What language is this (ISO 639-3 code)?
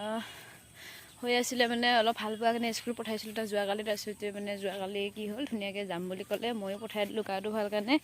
asm